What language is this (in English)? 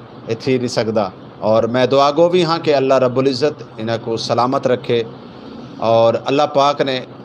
Saraiki